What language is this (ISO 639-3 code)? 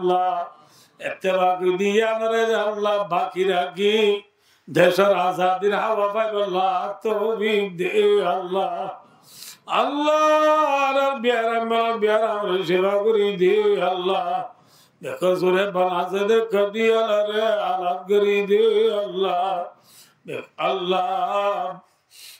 rhg